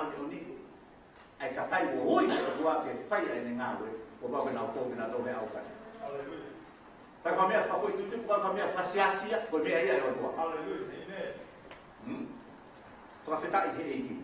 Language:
Tongan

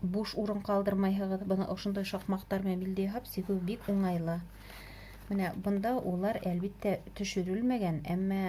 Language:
Bashkir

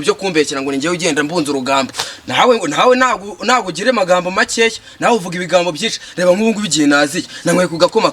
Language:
Kinyarwanda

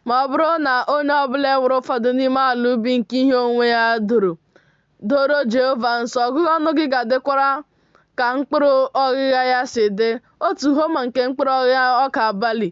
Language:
Igbo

